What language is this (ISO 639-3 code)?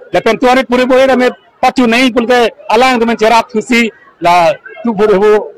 mjw